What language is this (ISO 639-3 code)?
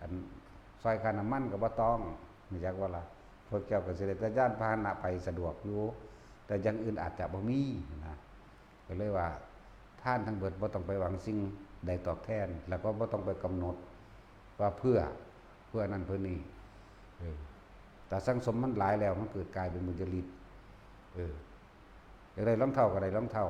tts